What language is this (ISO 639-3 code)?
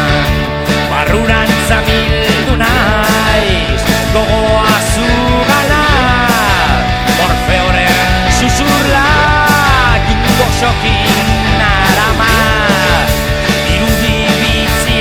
eus